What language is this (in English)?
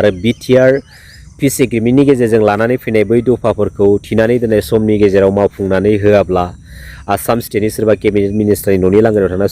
Bodo